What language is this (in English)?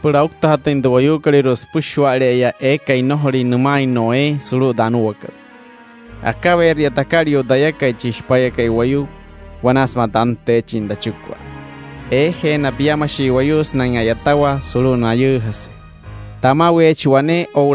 Wayuu